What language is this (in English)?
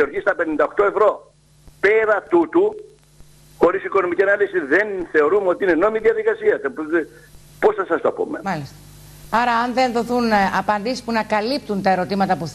Greek